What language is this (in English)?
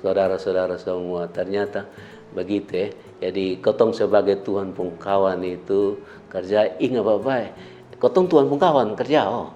Kupang Malay